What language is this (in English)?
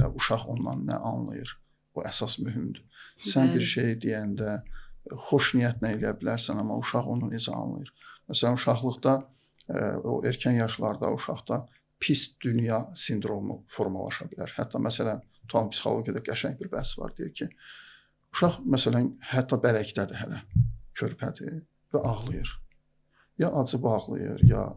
Azerbaijani